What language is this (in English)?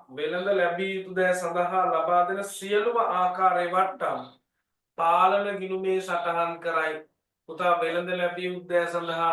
Sinhala